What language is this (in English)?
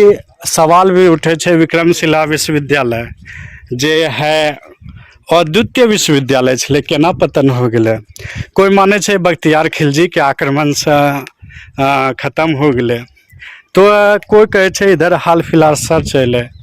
Angika